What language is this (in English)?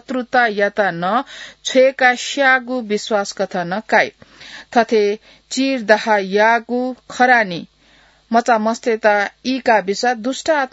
Newari